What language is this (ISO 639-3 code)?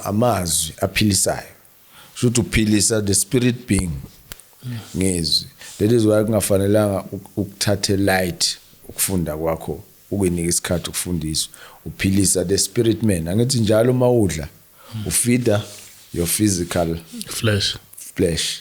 zul